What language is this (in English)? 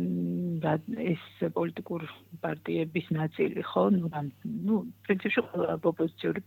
Georgian